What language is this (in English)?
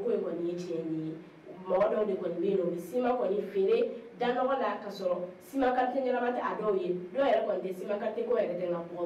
Bambara